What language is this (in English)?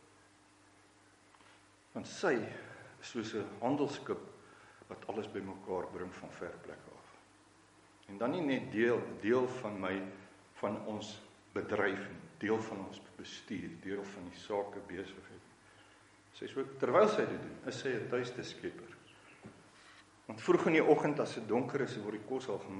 Afrikaans